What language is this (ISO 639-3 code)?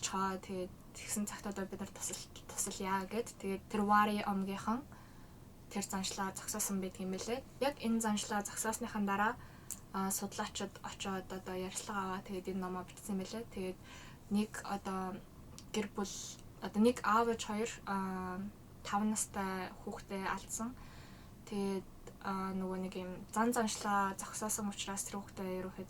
mon